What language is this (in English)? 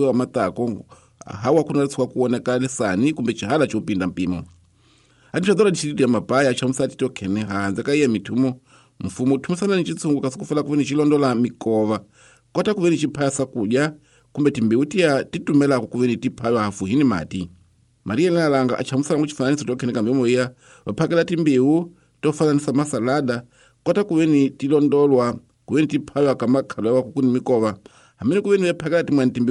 Tsonga